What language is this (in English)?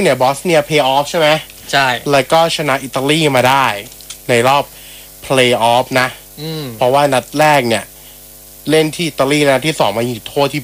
Thai